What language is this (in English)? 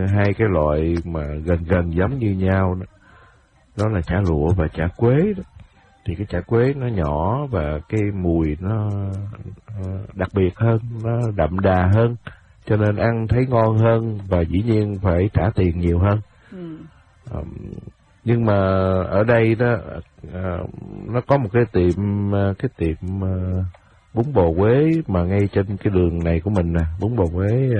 Vietnamese